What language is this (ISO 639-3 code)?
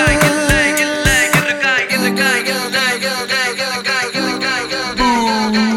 tam